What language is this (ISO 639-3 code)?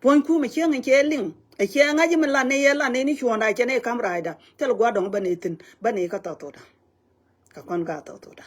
nus